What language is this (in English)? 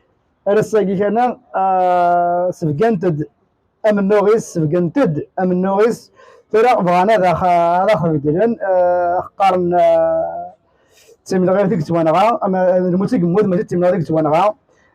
Kabyle